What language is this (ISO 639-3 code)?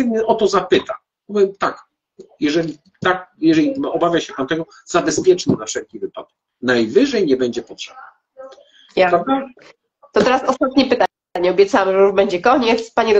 pol